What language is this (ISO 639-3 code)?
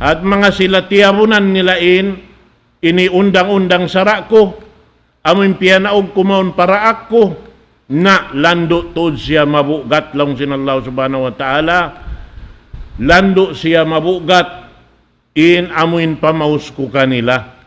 tsg